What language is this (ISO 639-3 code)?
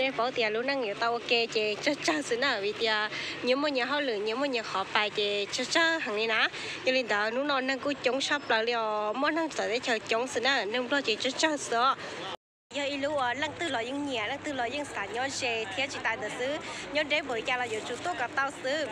hmn